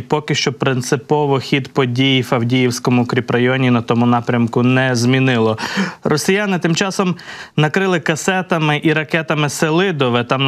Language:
Ukrainian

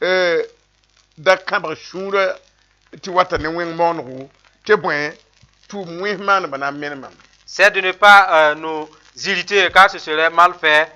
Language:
Mossi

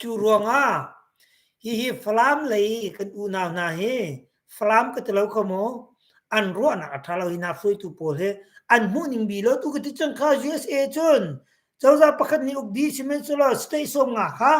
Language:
Hakha Chin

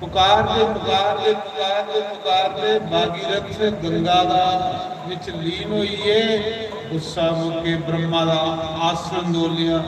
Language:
Dogri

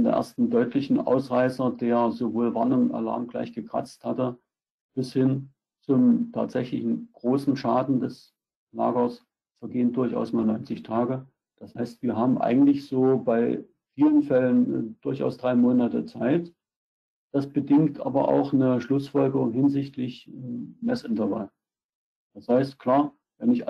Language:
German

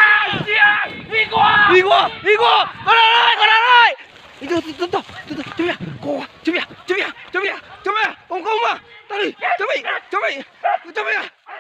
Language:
Minangkabau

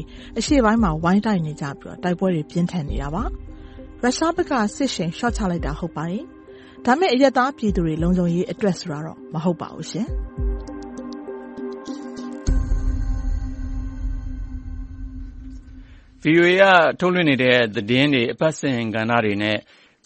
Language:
Burmese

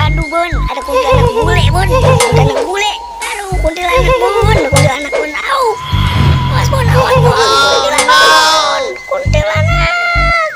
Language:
Betawi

